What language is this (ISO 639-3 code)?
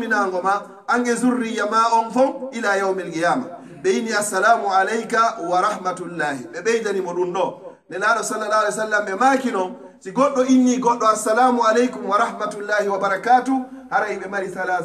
fuf